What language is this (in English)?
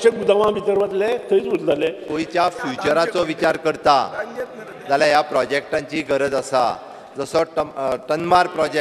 Konkani